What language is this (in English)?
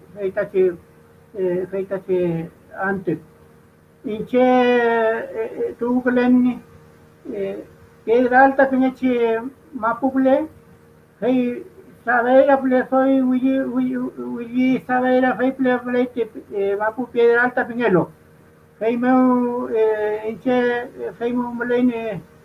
Mapuche